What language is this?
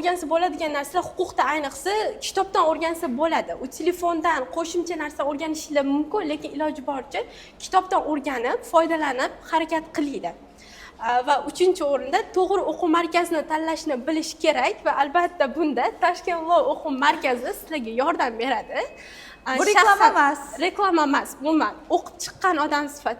Uzbek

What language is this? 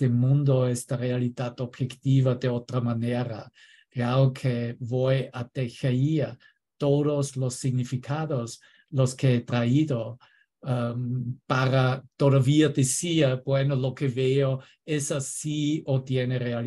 Spanish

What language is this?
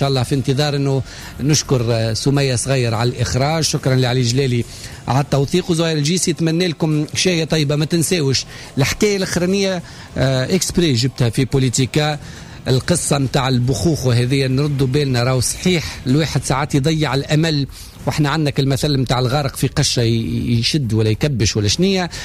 Tunisian Arabic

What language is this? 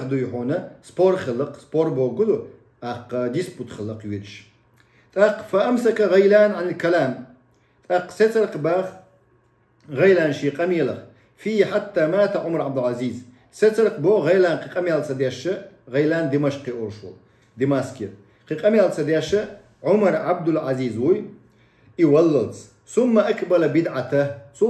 Chechen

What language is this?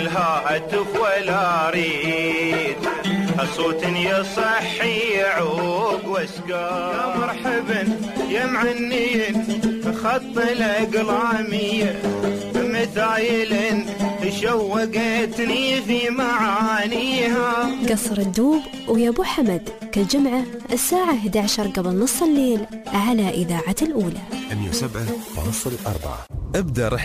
Gulf Arabic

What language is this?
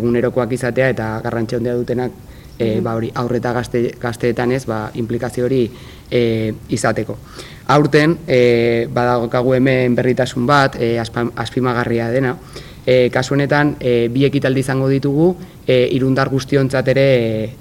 Basque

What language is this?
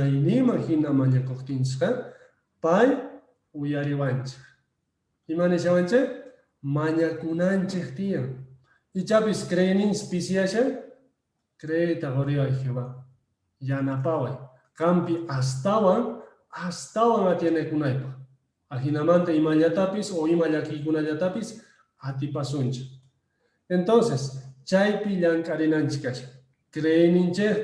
Quechua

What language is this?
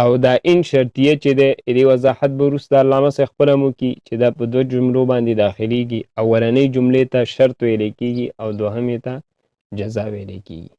Pashto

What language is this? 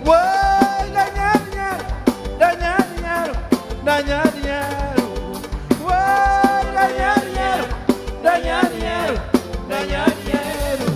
Kabuverdianu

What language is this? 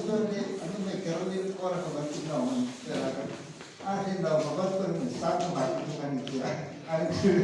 Hmar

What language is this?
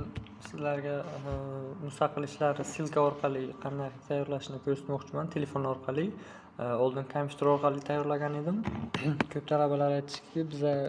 Uzbek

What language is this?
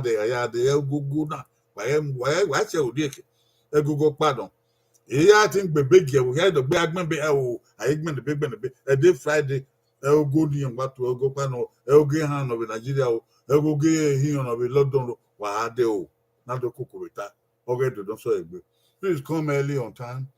Bini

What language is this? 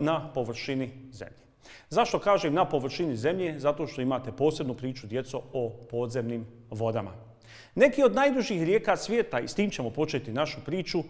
Bosnian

